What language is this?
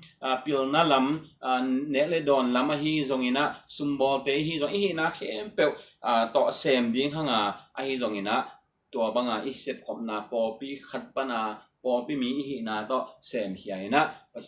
Tedim Chin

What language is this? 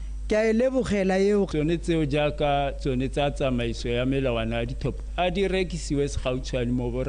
Tswana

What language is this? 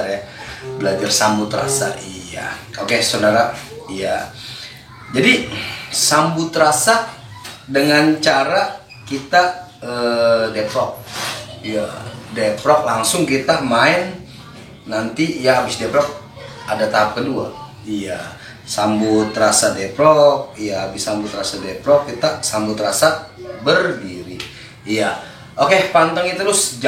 Betawi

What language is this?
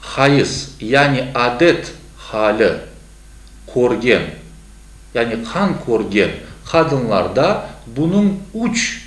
Crimean Tatar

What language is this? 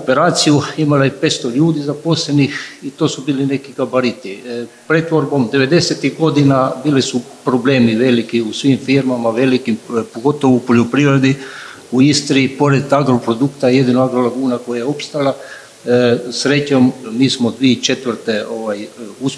Croatian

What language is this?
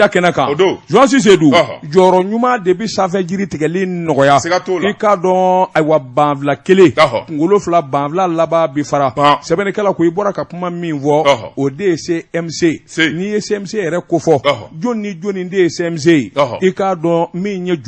Bambara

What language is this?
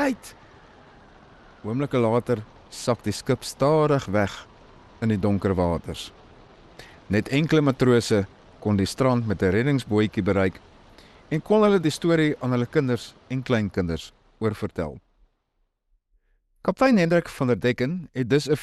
Afrikaans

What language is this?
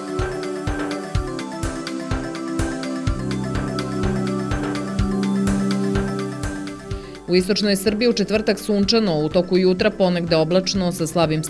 Serbian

